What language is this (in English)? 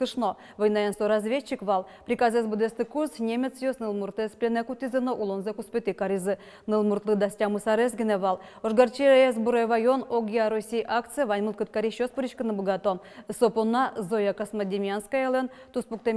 Udmurt